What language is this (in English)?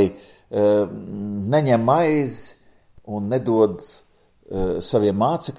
Latvian